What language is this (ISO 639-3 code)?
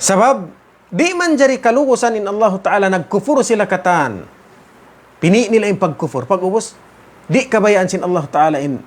tsg